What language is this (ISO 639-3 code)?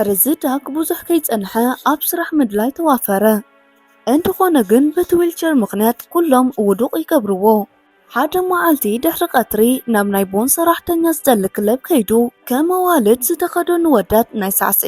tir